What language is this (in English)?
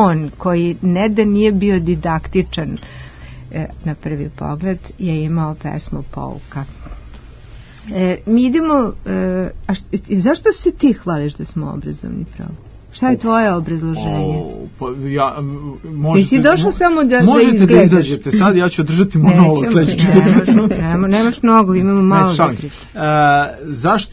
Serbian